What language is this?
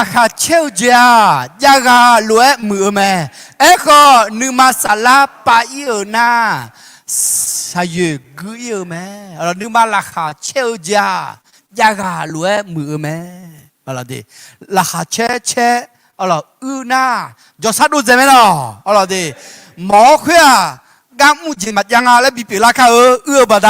Akha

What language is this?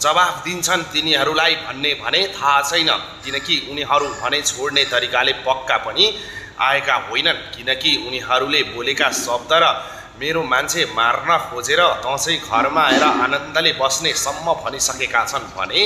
Nepali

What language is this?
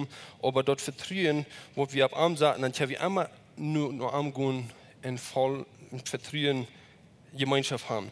Plautdietsch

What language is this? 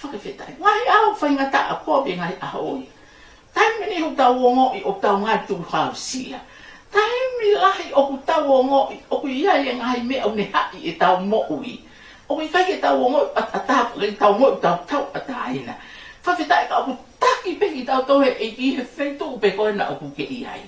Tongan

